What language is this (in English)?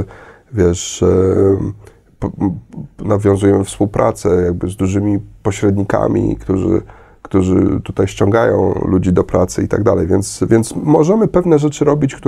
Polish